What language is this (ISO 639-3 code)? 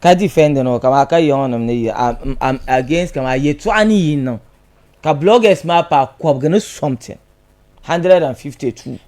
dag